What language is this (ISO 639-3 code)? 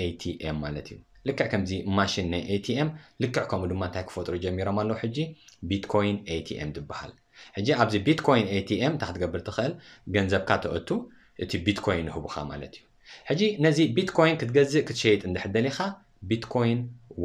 tir